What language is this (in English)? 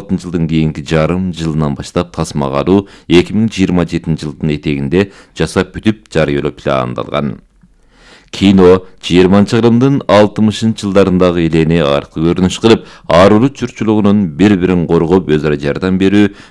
Kyrgyz